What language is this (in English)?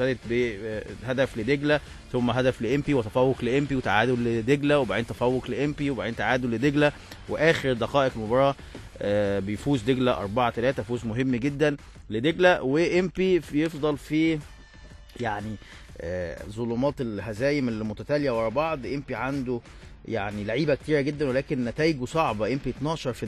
Egyptian Arabic